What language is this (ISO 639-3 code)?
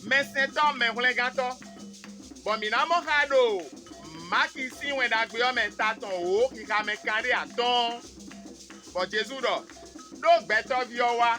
fon